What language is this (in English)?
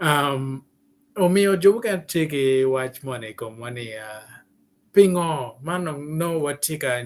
Acoli